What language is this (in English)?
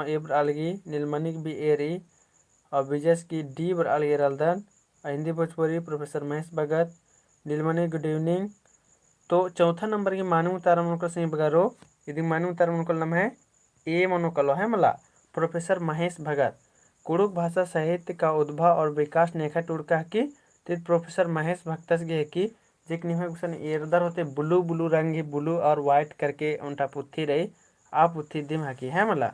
Kurukh